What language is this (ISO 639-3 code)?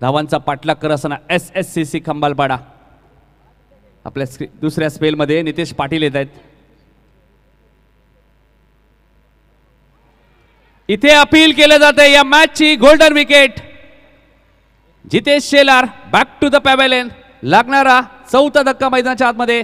mar